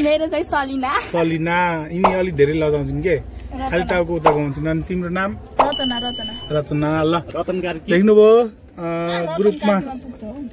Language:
Nepali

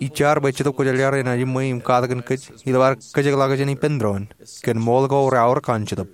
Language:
Marshallese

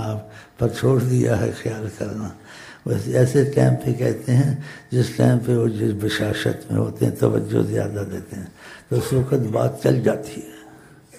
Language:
Urdu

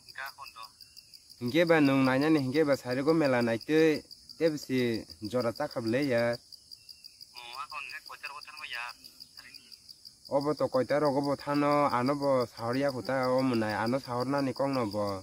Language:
Kok Borok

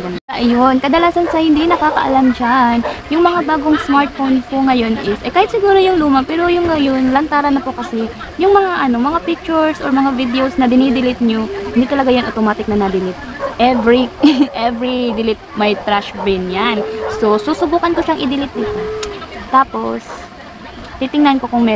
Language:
Filipino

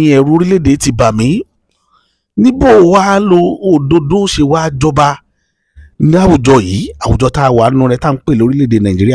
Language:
Yoruba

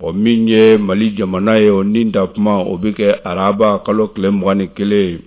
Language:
Bambara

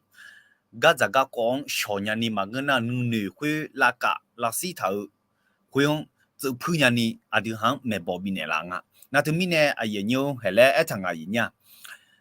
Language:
Akha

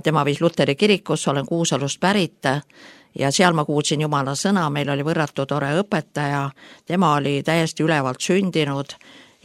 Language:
Estonian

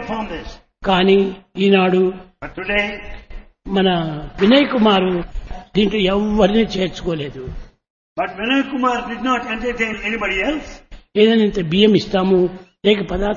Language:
Telugu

